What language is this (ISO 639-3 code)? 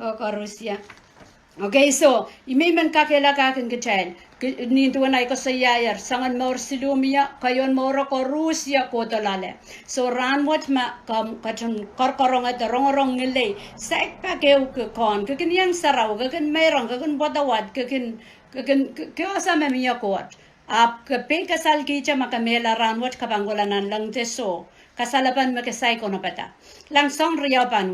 pon